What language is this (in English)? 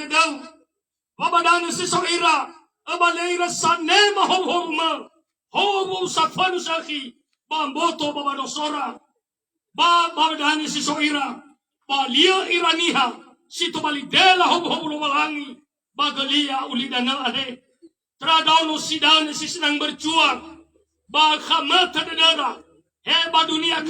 Nias